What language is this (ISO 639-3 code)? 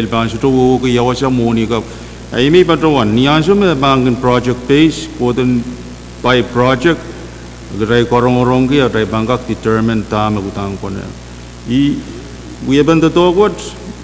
pon